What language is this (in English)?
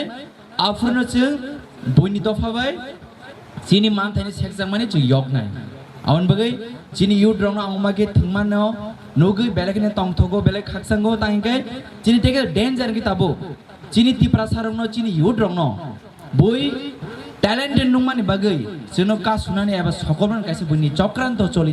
Kok Borok